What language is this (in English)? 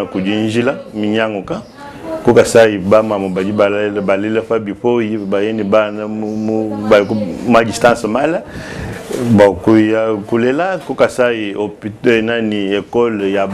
Luba-Lulua